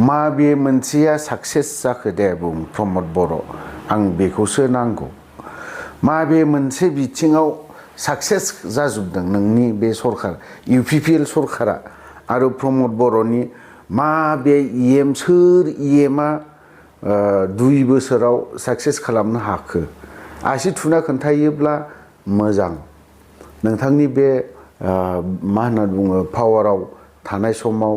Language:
Bodo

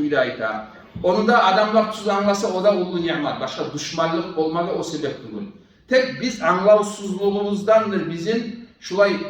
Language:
Kumyk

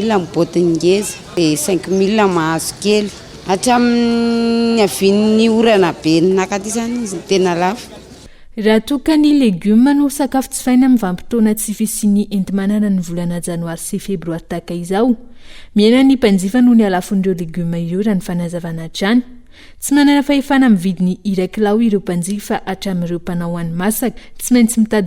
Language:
Malagasy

